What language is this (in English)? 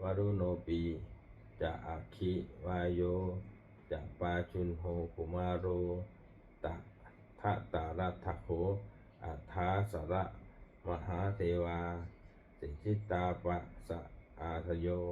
Pali